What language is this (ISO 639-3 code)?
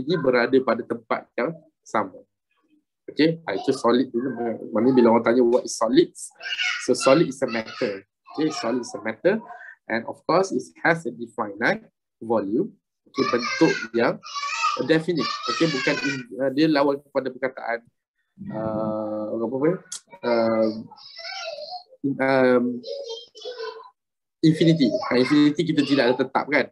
msa